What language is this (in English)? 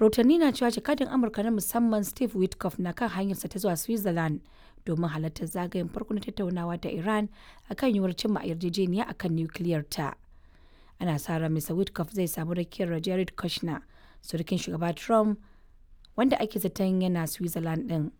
Hausa